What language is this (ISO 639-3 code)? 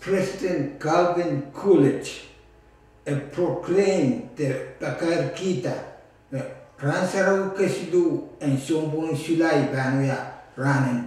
pon